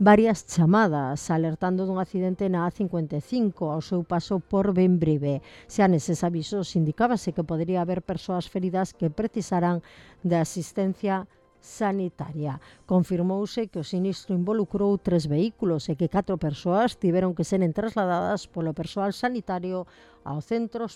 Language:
Galician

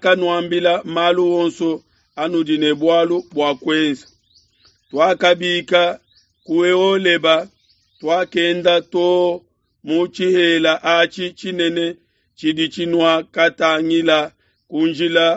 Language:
Luba-Lulua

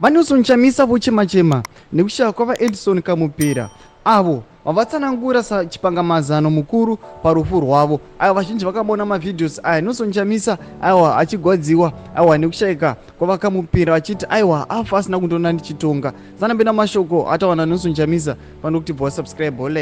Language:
Shona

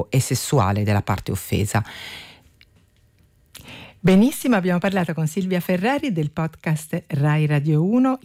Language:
Italian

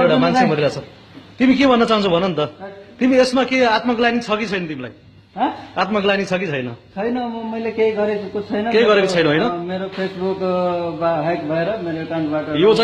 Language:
Nepali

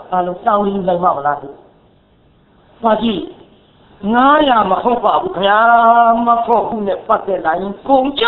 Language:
Burmese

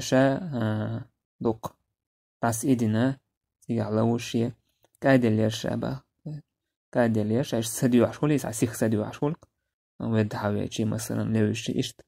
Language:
Chechen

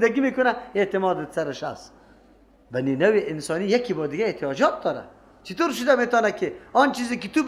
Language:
Persian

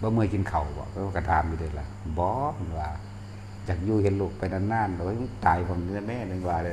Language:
Northeastern Thai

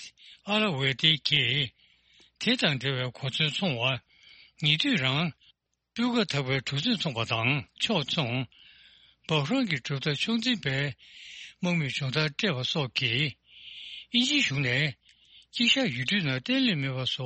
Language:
Tibetan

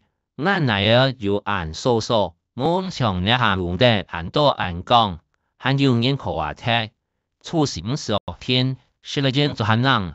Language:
Hakka Chinese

